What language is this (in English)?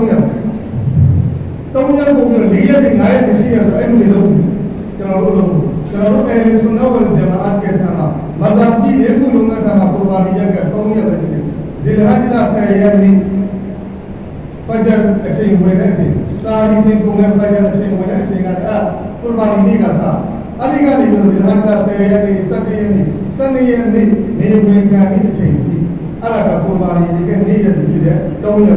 Burmese